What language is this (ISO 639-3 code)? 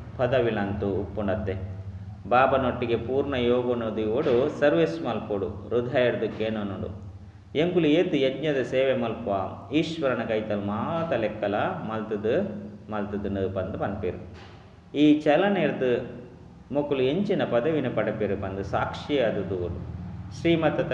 tcy